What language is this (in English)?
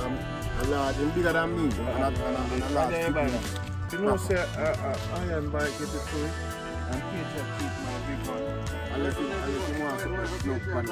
Jamaican Creole English